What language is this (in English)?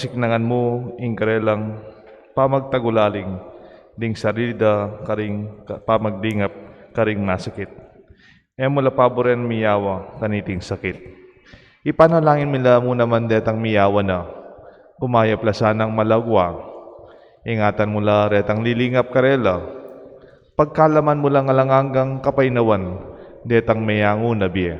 Pampanga